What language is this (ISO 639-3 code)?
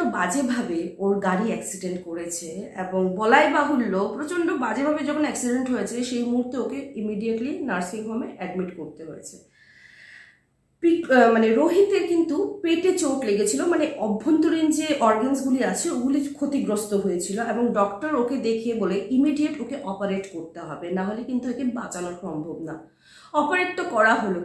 ben